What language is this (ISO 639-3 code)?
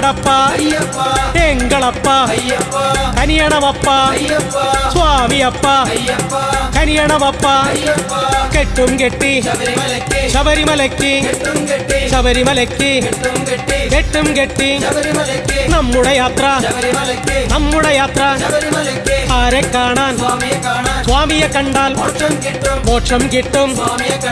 mal